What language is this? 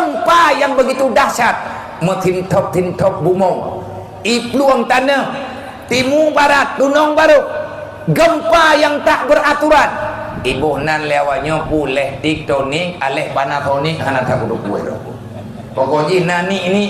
Achinese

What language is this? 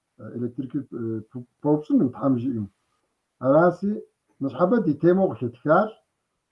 Kabardian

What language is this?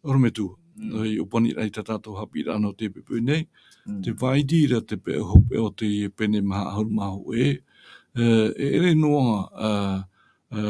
Tahitian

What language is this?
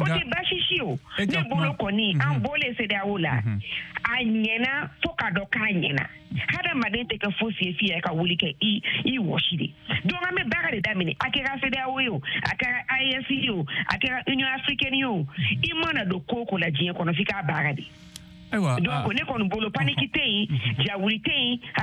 Bambara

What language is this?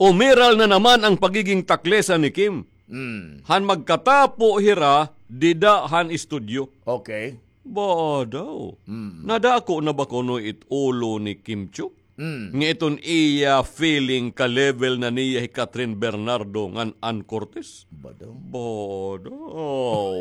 Waray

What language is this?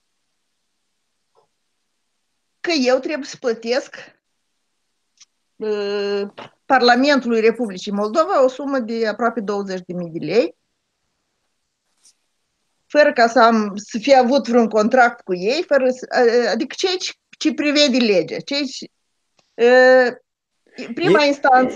Romanian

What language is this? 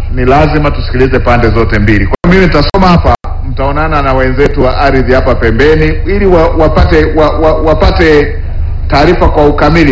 Swahili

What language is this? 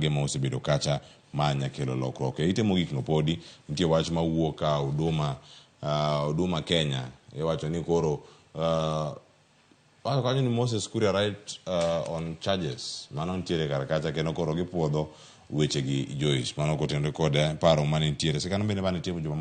Luo (Kenya and Tanzania)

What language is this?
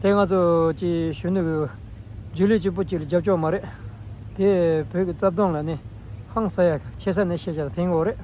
Tibetan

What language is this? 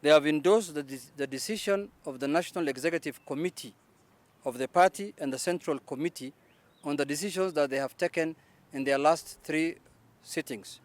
Kamba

